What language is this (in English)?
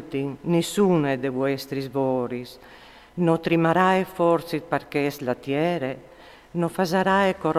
Friulian